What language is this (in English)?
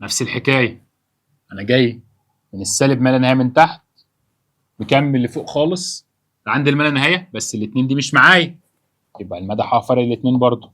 Egyptian Arabic